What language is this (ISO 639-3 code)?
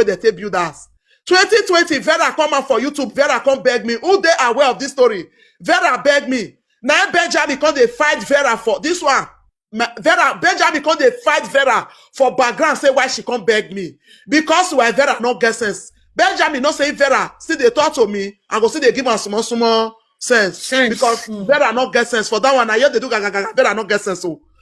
pcm